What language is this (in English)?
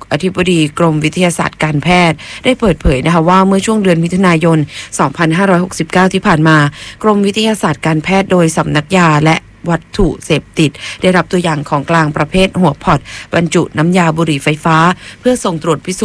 Thai